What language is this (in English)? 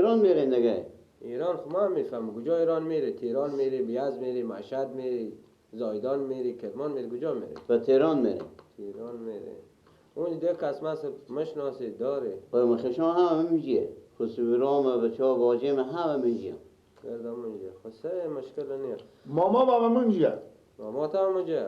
Persian